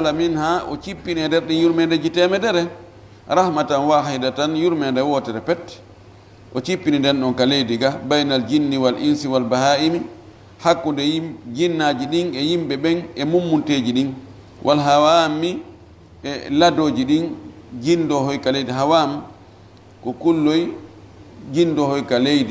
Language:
Fula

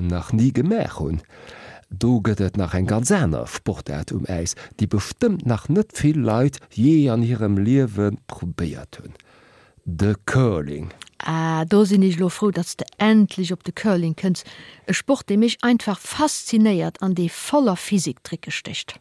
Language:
Luxembourgish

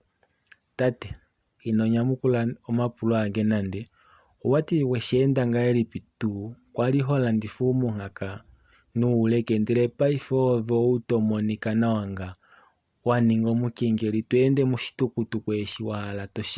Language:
Kuanyama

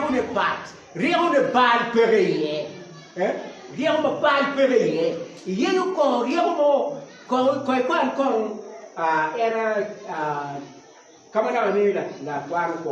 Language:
Acoli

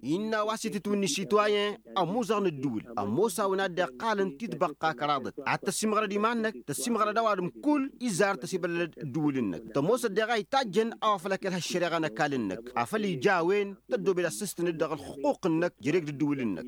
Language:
Tamasheq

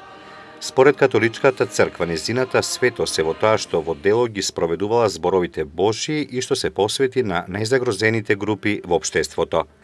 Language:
Macedonian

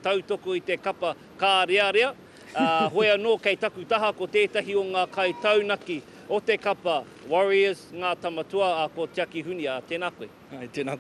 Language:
Māori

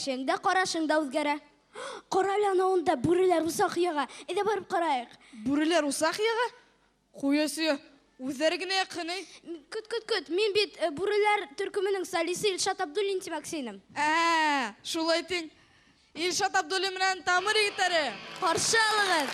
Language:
Bashkir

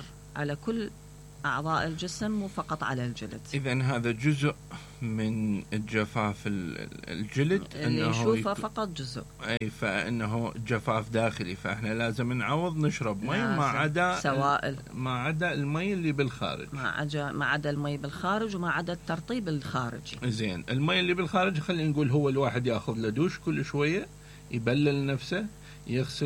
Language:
Mesopotamian Arabic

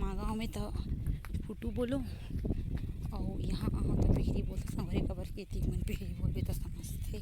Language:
Chhattisgarhi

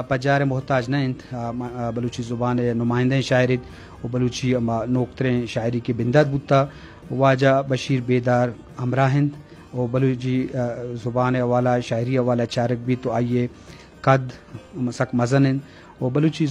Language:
Eastern Balochi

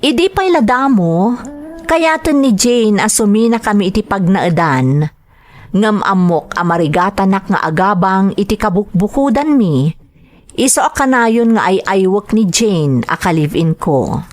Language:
Iloko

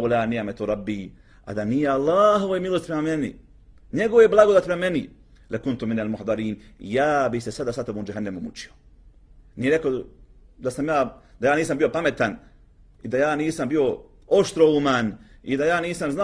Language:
Bosnian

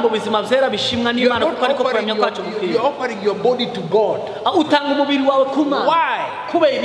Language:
Kinyarwanda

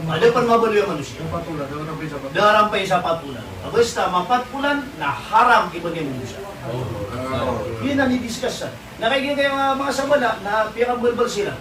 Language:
Maranao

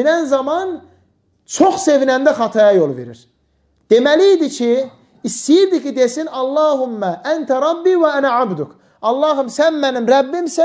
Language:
Azerbaijani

